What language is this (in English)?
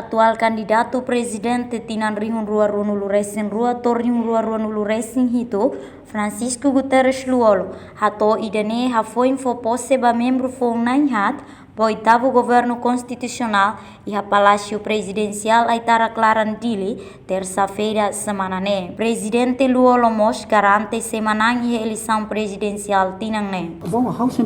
Tetum